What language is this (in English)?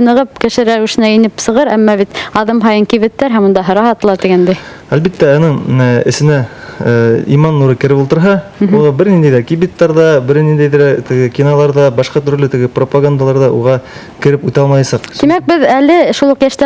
Bashkir